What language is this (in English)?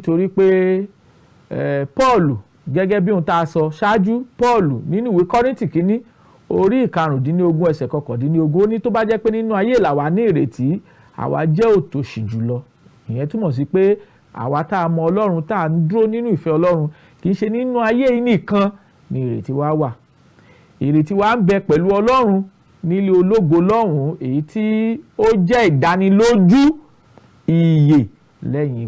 Yoruba